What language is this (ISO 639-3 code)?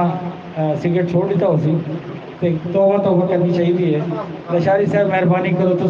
skr